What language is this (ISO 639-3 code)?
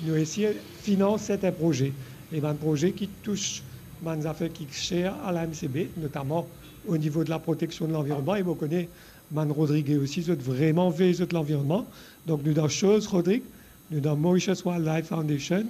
mfe